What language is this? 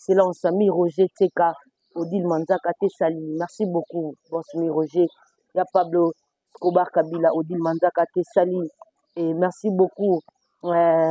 Lingala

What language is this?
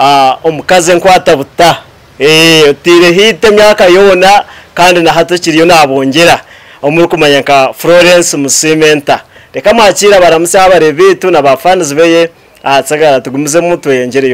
Nyankole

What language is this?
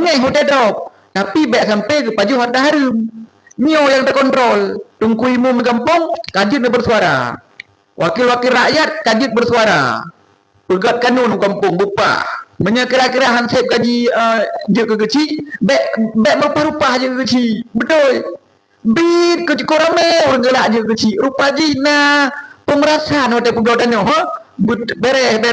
Achinese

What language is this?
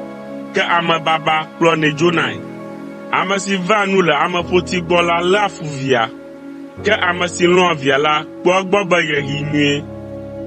Ewe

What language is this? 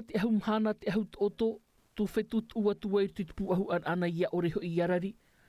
Tahitian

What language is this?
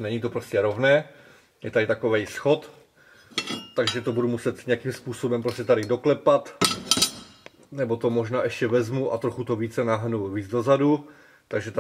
Czech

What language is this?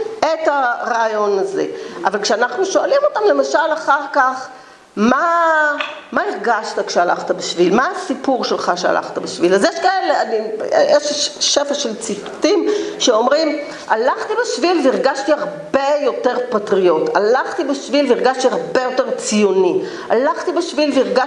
Hebrew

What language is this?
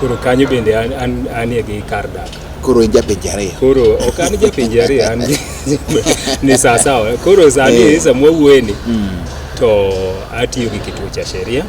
Luo (Kenya and Tanzania)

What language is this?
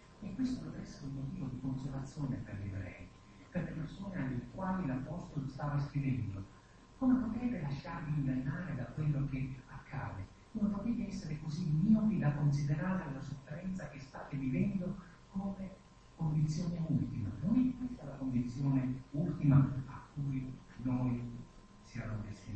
Italian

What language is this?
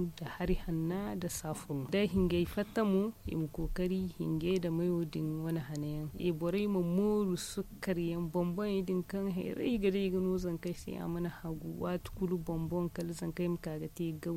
Zarma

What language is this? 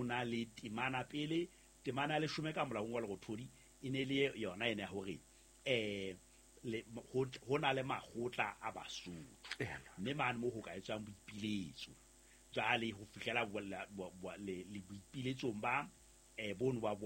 Southern Sotho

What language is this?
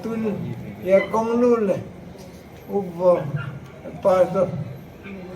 Paite Chin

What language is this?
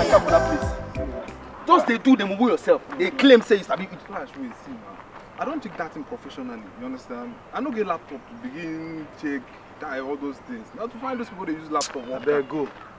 Nigerian Pidgin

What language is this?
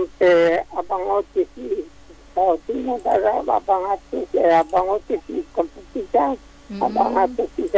Indonesian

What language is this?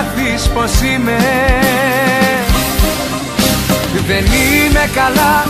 Greek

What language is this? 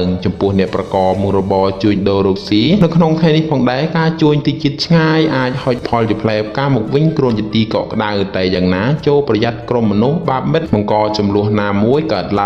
Khmer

